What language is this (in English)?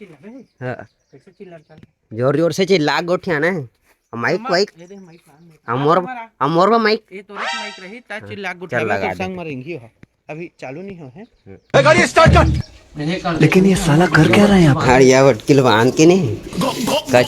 Chhattisgarhi